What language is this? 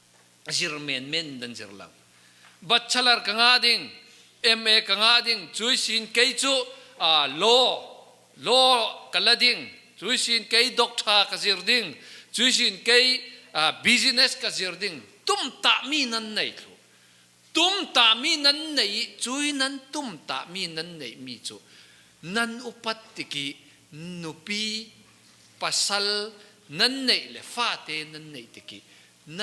Falam Chin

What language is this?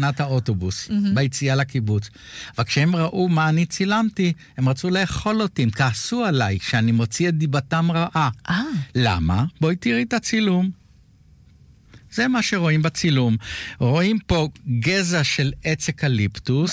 Hebrew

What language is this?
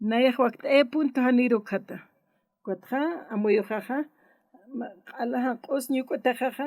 Aymara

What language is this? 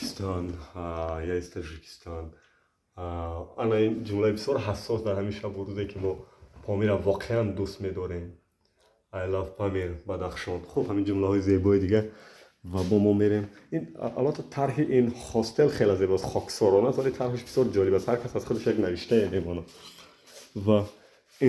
Tajik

